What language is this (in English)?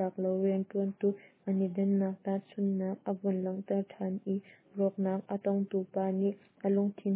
Hakha Chin